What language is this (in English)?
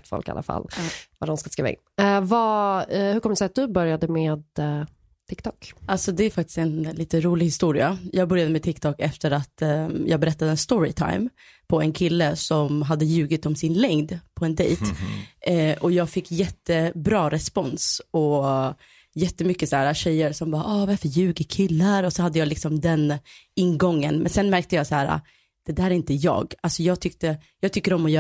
Swedish